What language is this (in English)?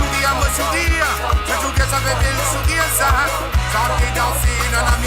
Morisyen